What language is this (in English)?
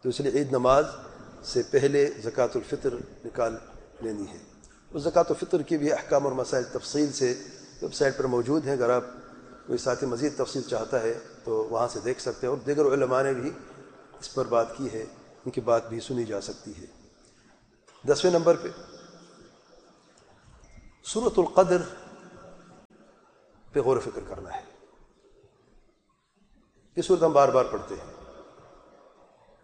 Urdu